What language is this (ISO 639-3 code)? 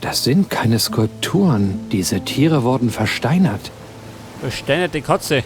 bar